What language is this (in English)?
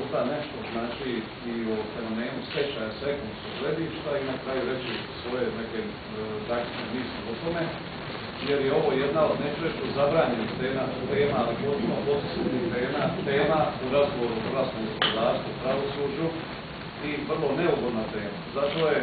Croatian